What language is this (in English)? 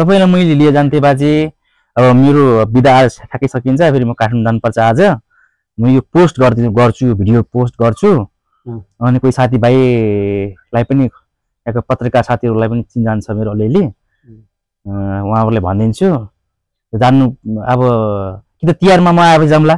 Nepali